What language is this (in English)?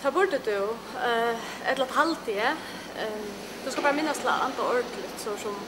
Faroese